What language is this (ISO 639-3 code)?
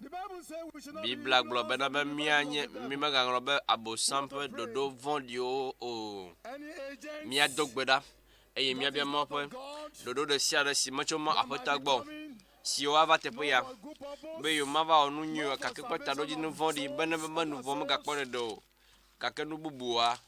ewe